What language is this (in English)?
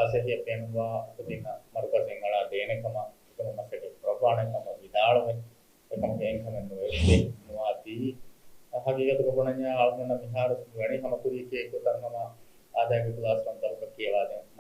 Divehi